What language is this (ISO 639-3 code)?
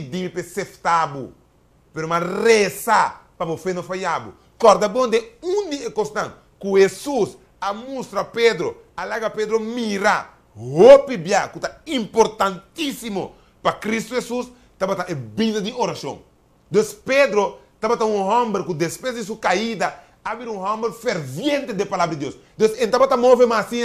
pap